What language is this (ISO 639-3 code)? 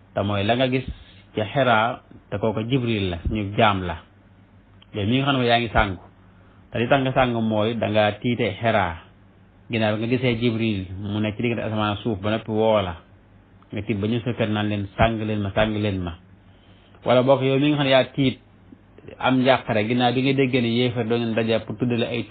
wol